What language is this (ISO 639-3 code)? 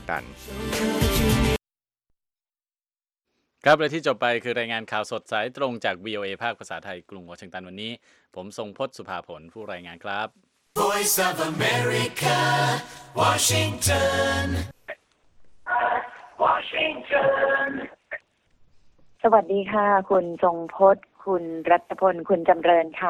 tha